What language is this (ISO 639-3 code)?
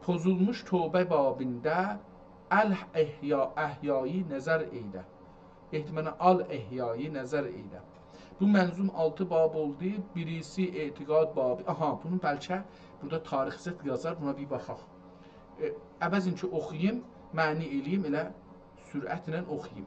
azb